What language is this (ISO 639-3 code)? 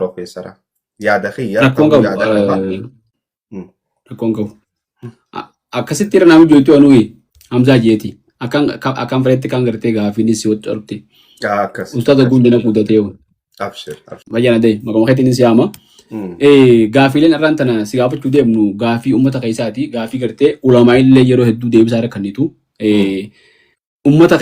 orm